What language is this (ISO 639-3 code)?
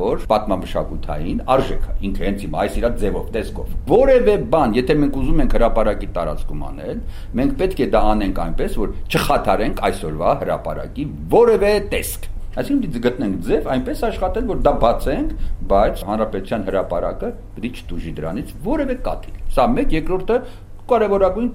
hye